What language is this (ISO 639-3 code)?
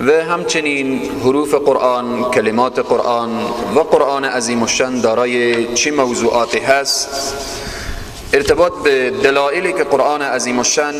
fas